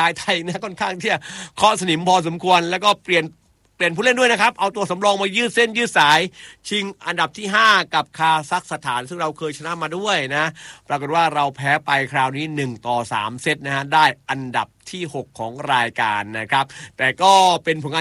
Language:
Thai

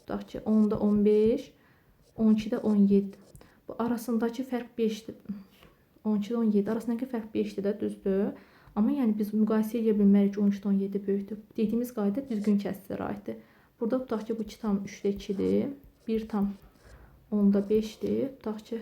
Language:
Azerbaijani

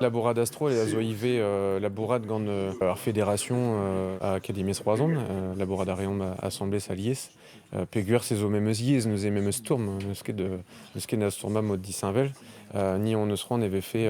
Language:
Breton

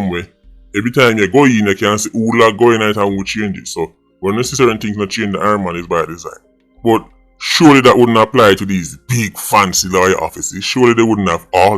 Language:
Jamaican Creole English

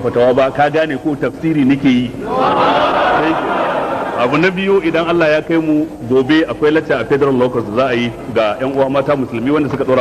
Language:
Hausa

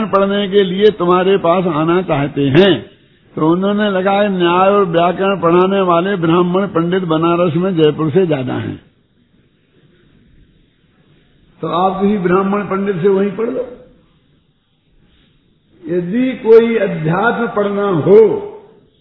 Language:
Hindi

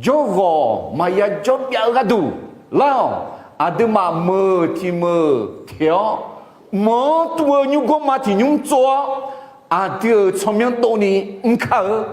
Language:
Akha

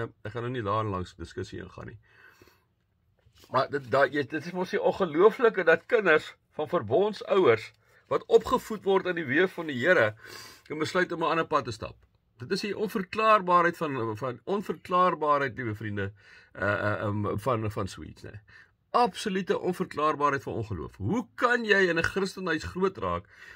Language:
Afrikaans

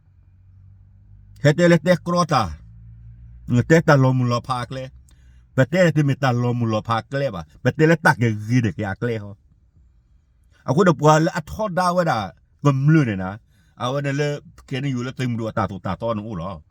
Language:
S'gaw Karen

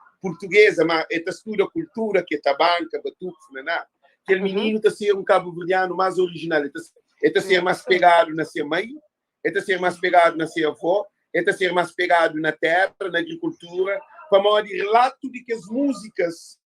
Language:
Kabuverdianu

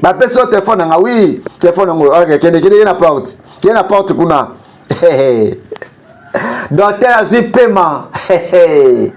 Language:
Lingala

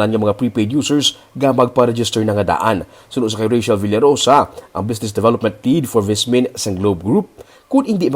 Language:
Hiligaynon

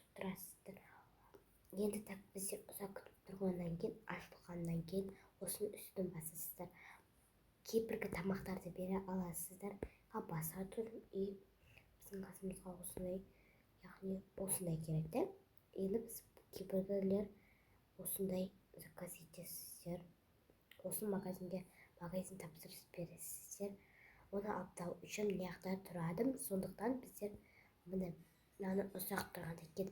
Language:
Kazakh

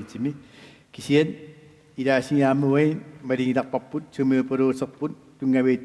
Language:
Kalaallisut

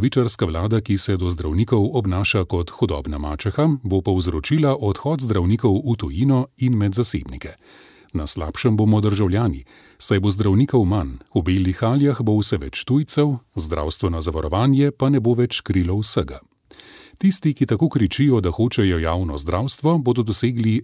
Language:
Slovenian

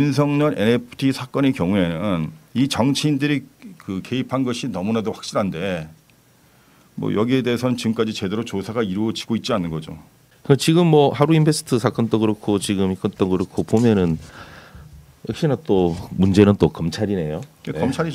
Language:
Korean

